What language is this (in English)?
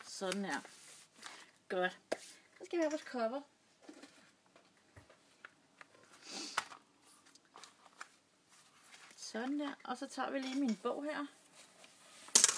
Danish